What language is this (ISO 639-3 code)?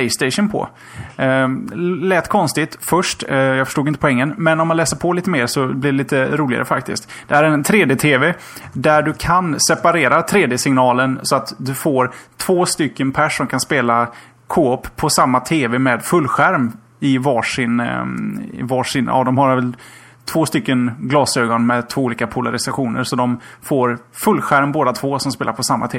swe